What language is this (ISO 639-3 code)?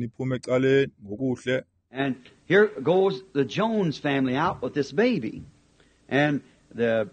xho